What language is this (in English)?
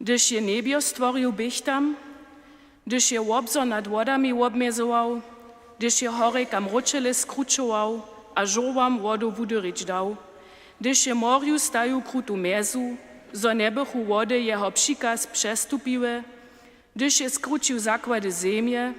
Upper Sorbian